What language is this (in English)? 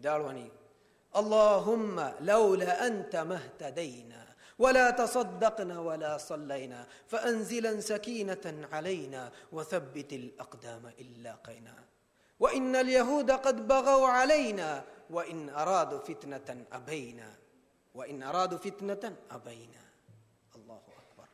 Divehi